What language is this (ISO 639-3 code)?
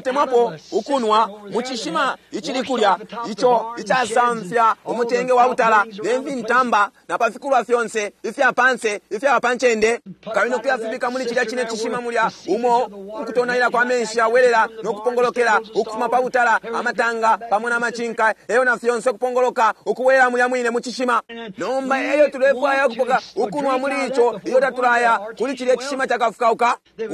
bem